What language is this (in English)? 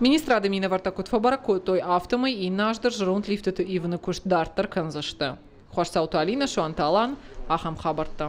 Ossetic